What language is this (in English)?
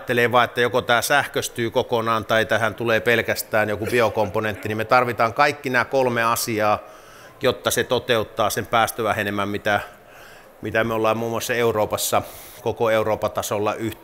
Finnish